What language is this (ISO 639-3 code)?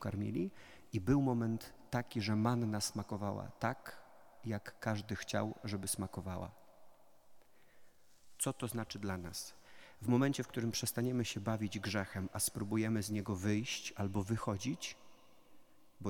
pol